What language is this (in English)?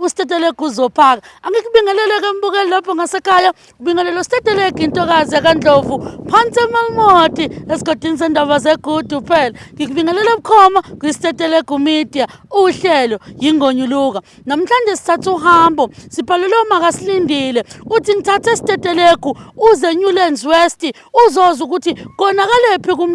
Zulu